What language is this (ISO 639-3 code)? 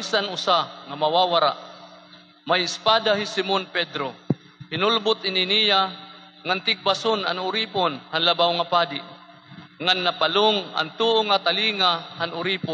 war